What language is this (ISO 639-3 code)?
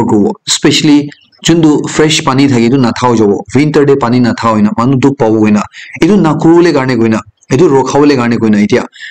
nag